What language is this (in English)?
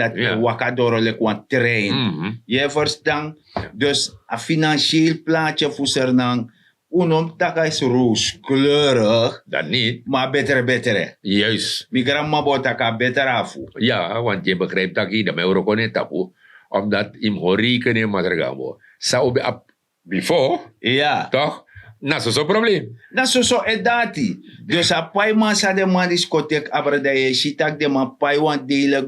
Sranan Tongo